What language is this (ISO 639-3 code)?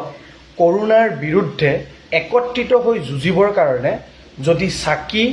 asm